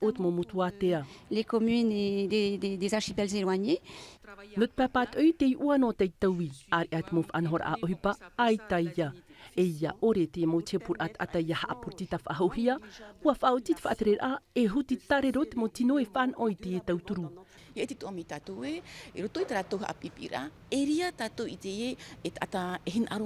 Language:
Tahitian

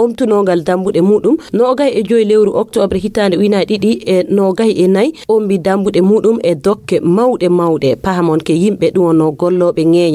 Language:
Fula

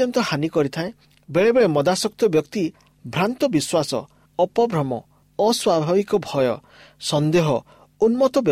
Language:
Odia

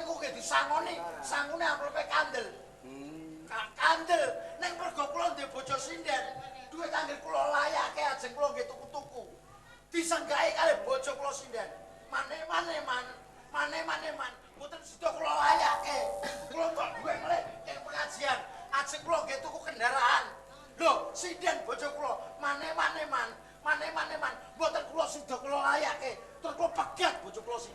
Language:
Javanese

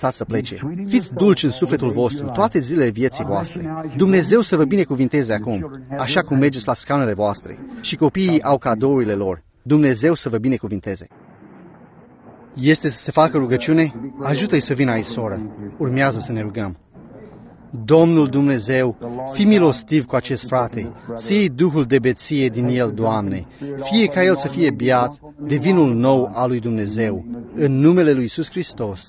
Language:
Romanian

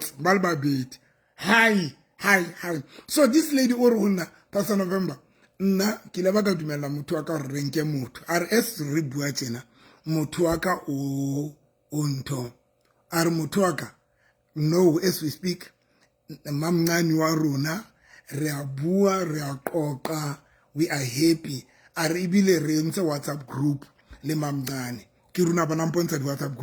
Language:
Southern Sotho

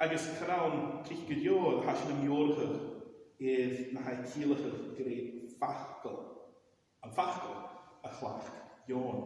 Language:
Scottish Gaelic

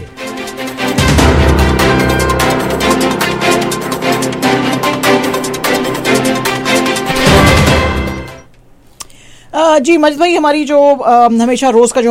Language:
Hindi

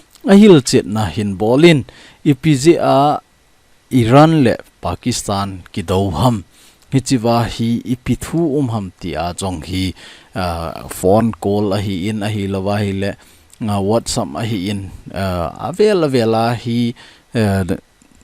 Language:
Thado Chin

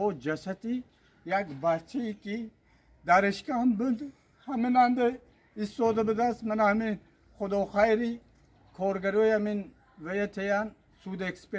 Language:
Tajik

